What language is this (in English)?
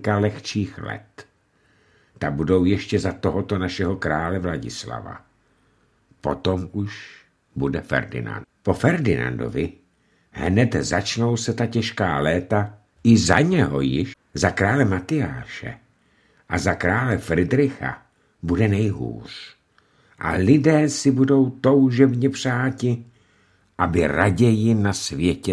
Czech